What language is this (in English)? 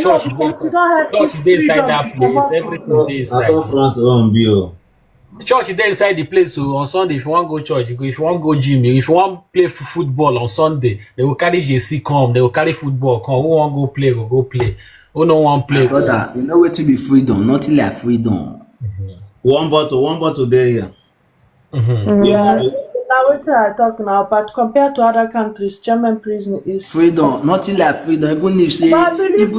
Nigerian Pidgin